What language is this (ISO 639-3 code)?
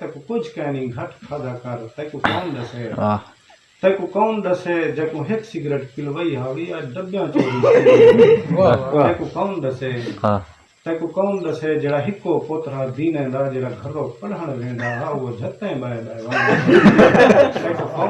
skr